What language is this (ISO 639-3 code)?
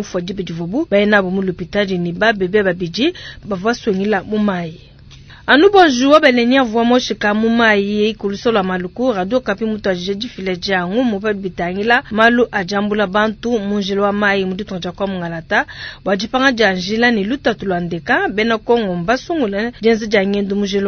lua